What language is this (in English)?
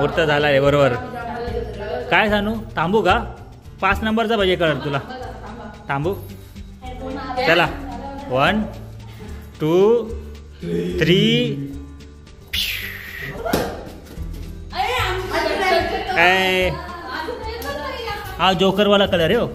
Marathi